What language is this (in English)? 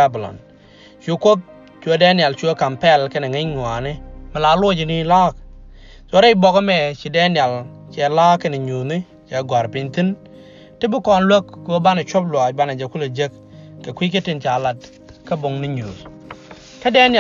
Nuer